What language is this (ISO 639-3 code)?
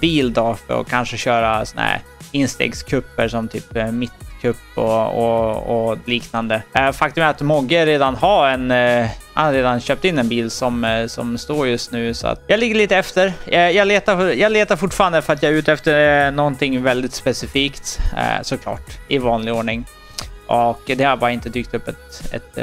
swe